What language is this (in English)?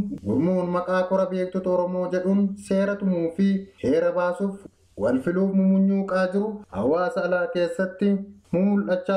Oromo